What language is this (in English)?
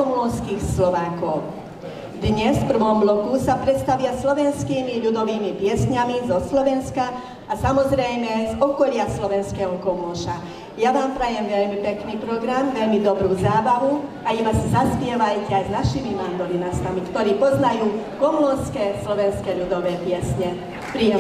Slovak